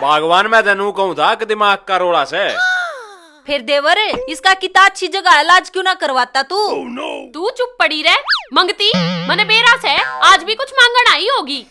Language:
Haryanvi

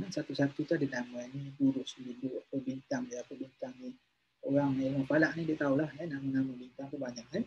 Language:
Malay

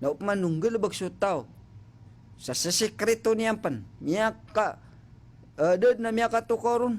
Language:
Maranao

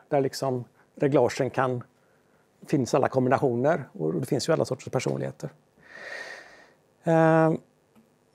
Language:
Swedish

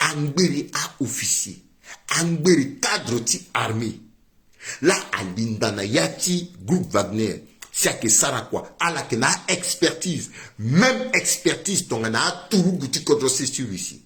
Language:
Sango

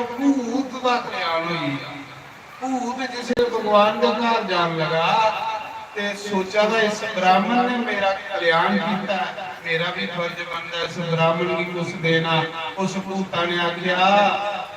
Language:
Dogri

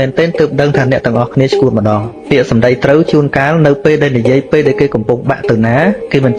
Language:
Khmer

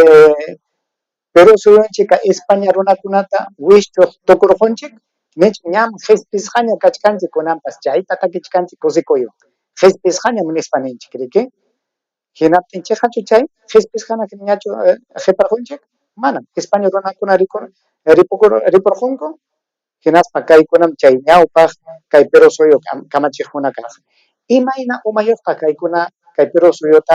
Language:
Ayacucho Quechua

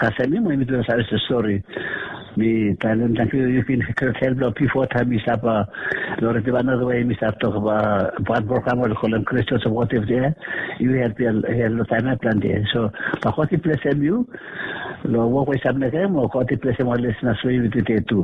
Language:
Bislama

